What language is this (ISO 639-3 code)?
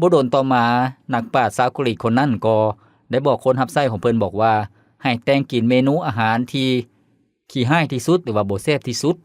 lao